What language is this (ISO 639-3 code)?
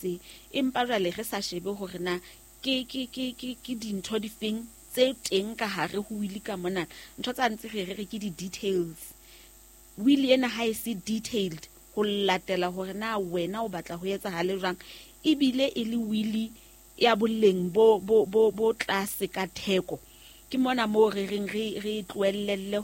sot